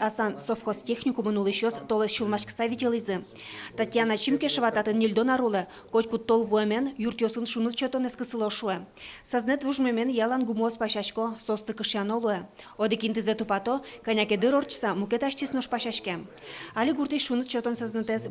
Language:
Udmurt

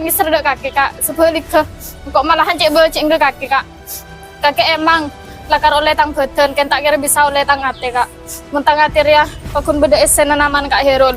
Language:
Madurese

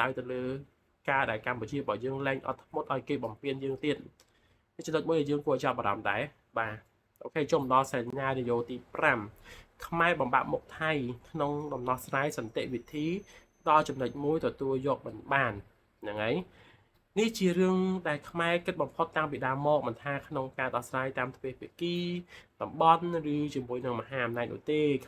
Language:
Khmer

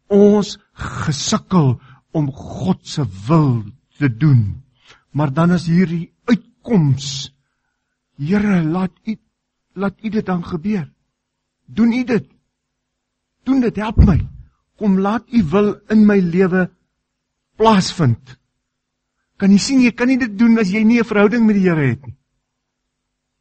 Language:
Afrikaans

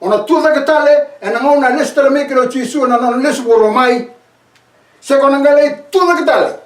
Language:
Fijian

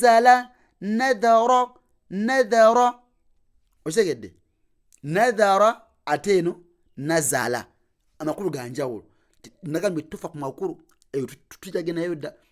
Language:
Ganda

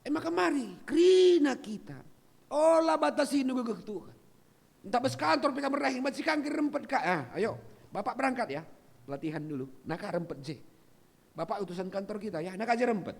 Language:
Batak Karo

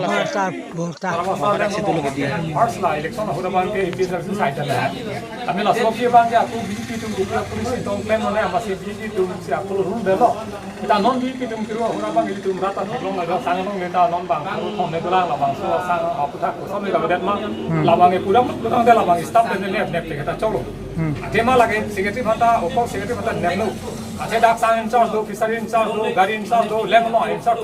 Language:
Karbi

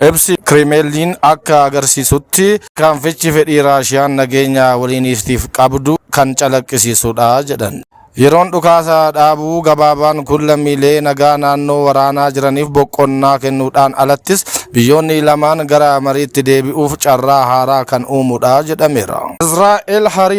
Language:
Oromo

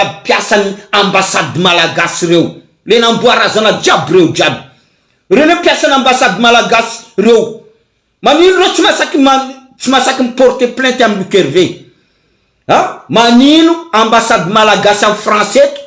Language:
Malagasy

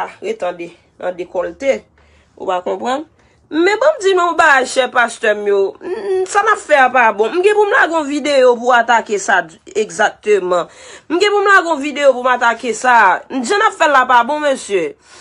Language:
Haitian Creole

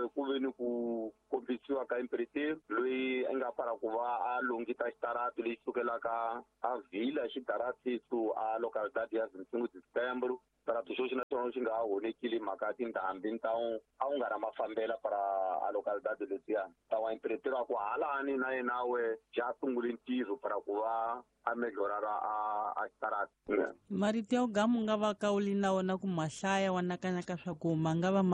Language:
Tsonga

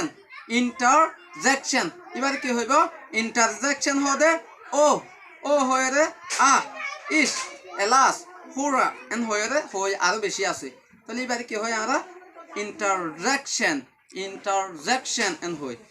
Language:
Rohingya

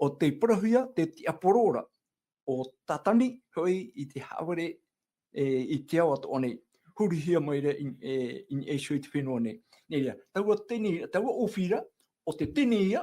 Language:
Tahitian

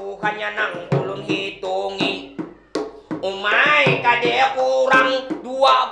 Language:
Banjar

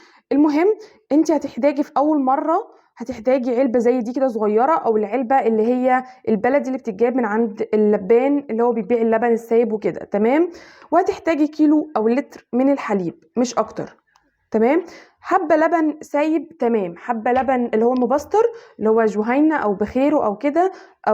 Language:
Egyptian Arabic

